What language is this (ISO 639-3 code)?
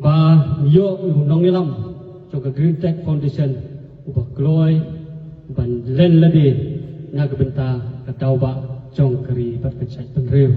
kha